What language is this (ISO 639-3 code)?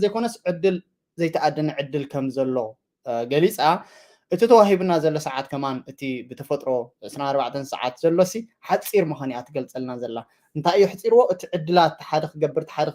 tir